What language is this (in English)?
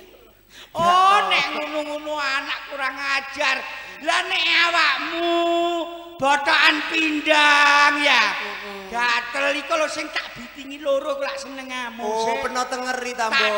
Javanese